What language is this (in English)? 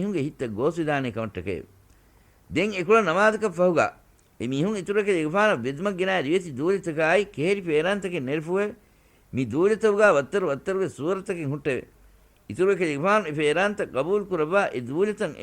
Divehi